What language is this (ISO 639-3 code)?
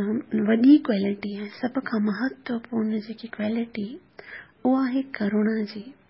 snd